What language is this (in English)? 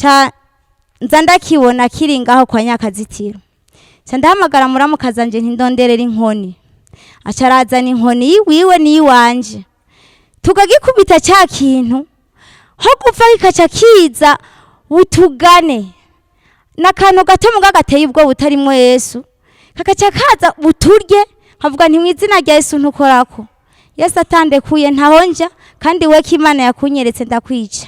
Rundi